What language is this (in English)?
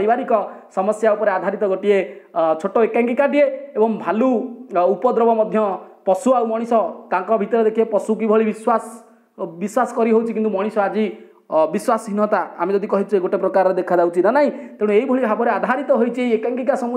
Odia